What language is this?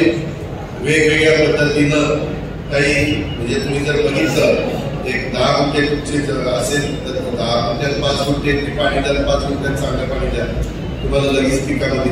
Marathi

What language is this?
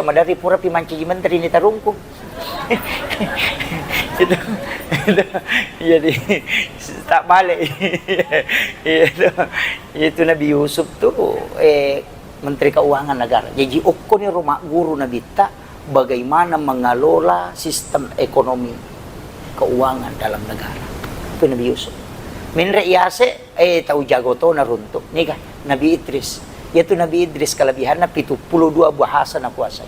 Buginese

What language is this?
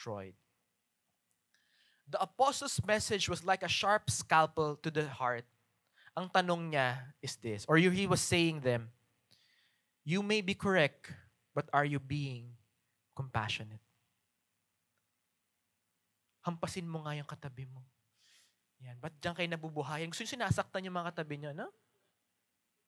Filipino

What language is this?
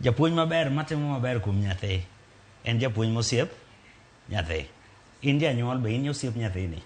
Luo (Kenya and Tanzania)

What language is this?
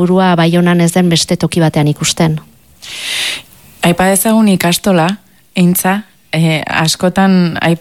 Basque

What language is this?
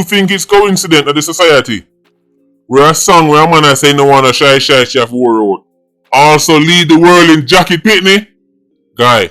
Jamaican Creole English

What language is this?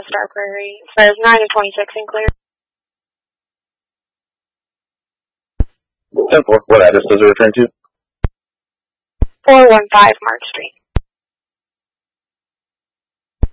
English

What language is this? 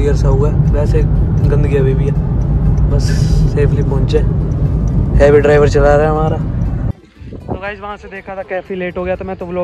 Hindi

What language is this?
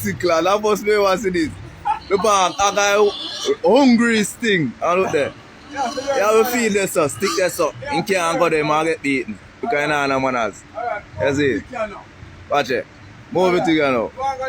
Jamaican Creole English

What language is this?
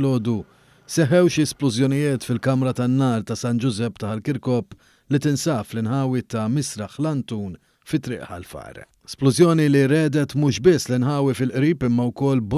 Maltese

